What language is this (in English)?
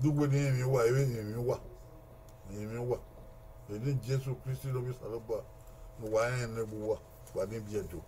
Bini